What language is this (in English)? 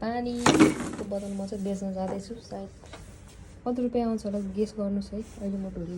Nepali